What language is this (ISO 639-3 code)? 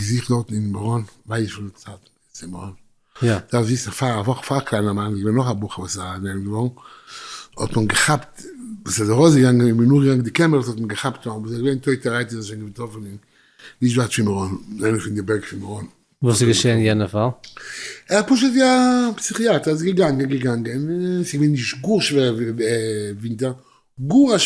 yid